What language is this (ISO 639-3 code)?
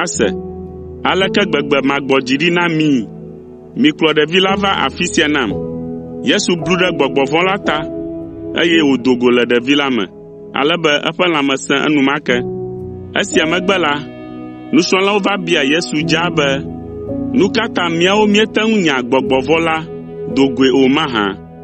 ewe